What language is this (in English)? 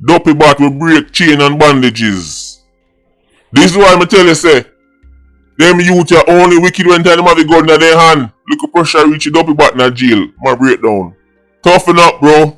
Jamaican Creole English